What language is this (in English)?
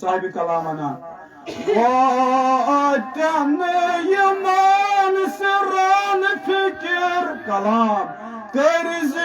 Kashmiri